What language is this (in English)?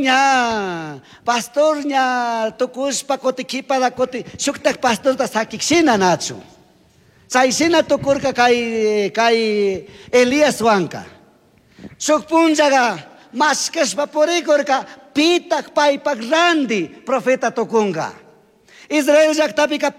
Chimborazo Highland Quichua